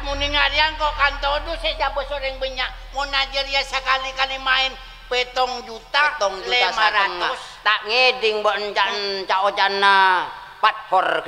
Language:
Madurese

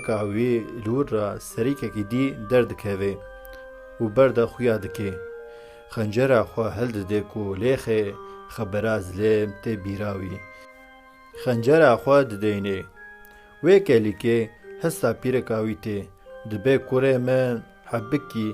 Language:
Kurdish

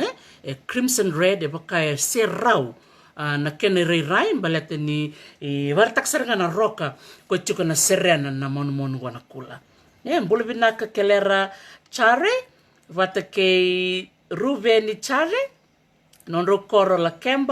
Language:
Fijian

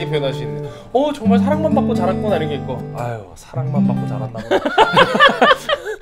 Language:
Korean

